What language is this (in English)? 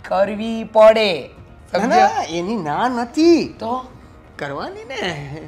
Gujarati